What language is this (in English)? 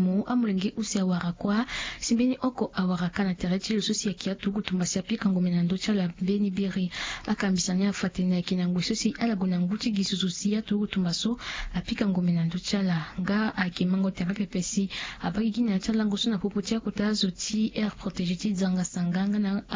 Sango